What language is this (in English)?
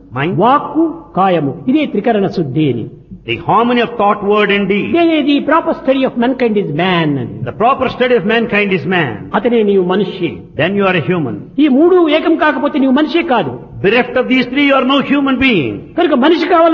Telugu